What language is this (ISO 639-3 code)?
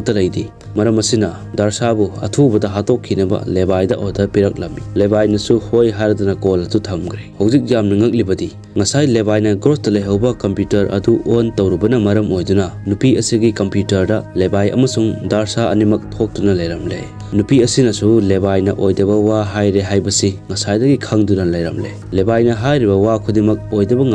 mni